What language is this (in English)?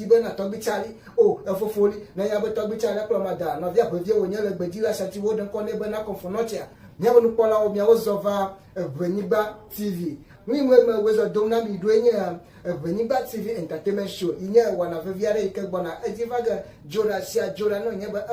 Ewe